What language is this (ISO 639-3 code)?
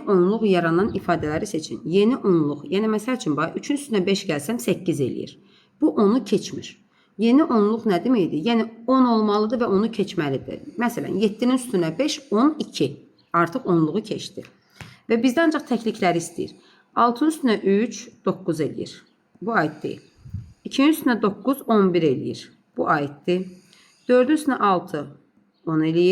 aze